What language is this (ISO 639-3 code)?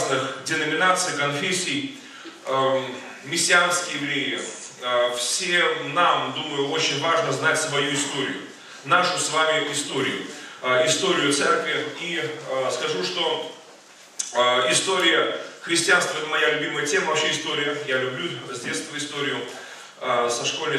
rus